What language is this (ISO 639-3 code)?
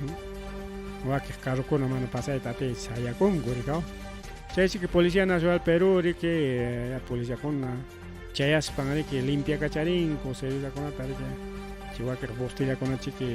quy